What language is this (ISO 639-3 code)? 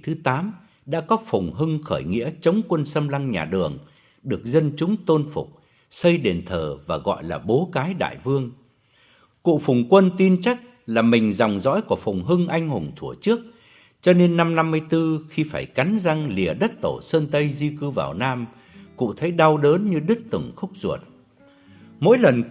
vie